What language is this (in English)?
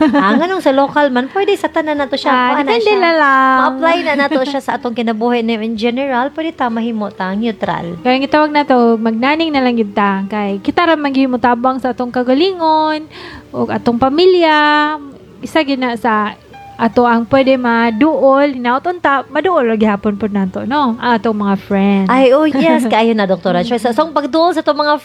Cebuano